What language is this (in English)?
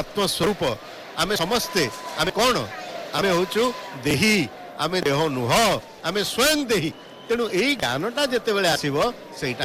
Odia